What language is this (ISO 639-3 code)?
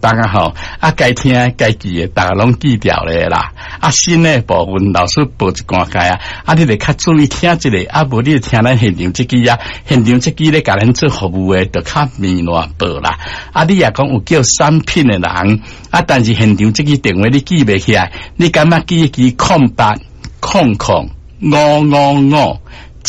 nan